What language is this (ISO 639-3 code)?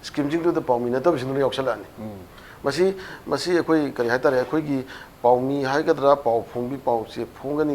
mni